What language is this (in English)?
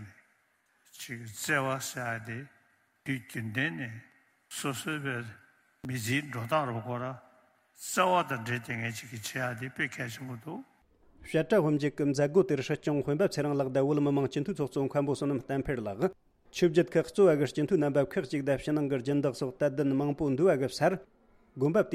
Tibetan